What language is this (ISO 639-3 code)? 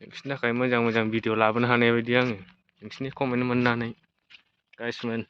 brx